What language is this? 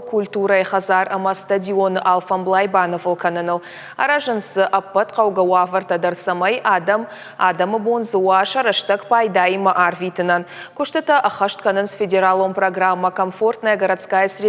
Ossetic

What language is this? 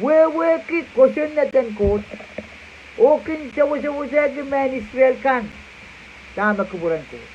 Pohnpeian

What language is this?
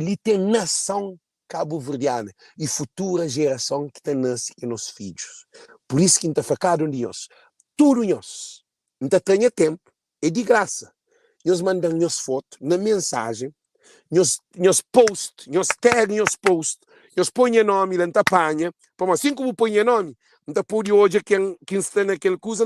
Kabuverdianu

